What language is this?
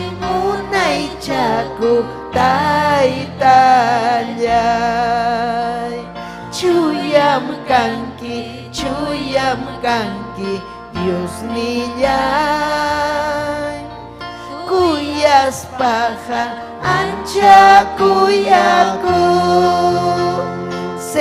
Ayacucho Quechua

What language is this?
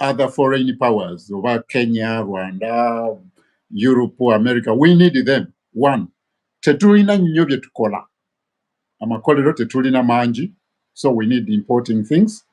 Ganda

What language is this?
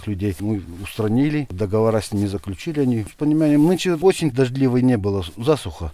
Russian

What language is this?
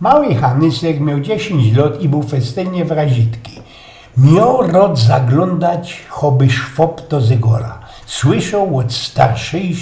Silesian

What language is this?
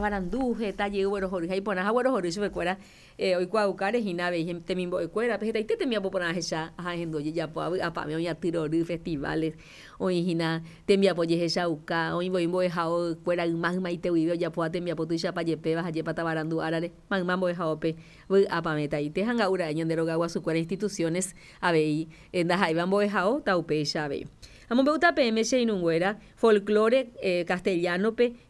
Guarani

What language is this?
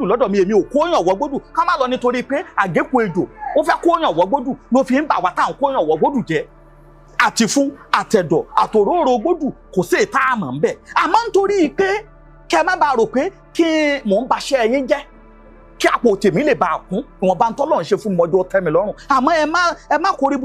Yoruba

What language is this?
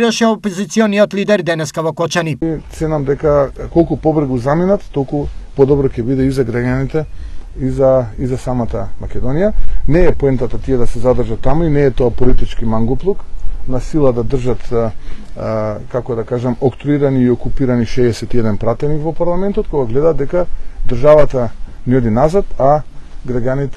Macedonian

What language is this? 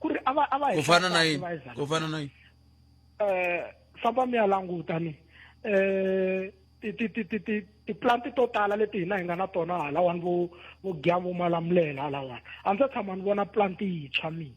Tsonga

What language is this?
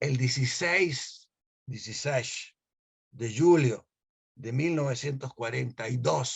Ladino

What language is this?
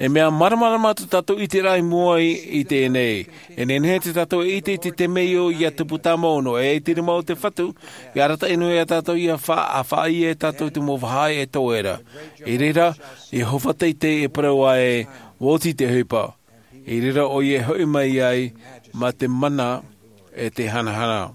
Tahitian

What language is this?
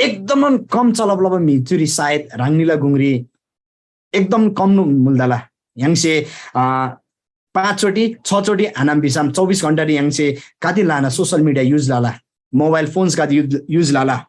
Eastern Tamang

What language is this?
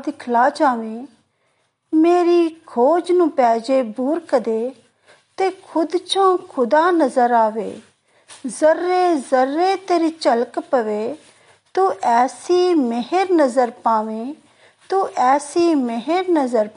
Punjabi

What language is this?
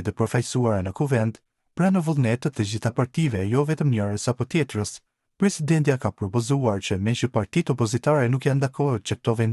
Albanian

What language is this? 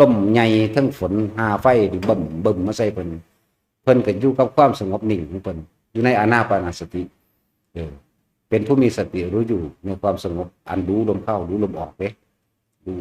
Northeastern Thai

